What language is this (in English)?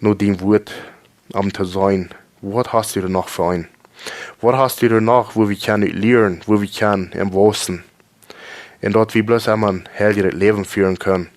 Plautdietsch